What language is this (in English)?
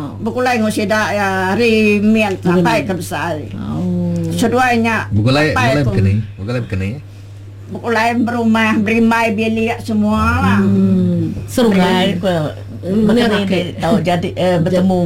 Iban